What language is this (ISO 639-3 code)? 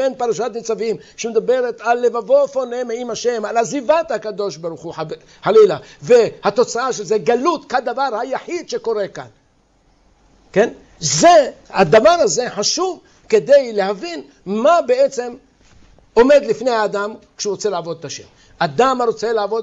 heb